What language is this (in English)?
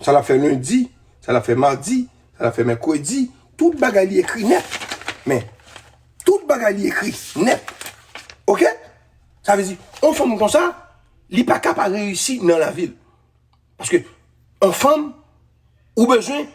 Haitian Creole